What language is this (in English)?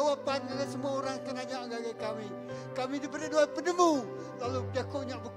Iban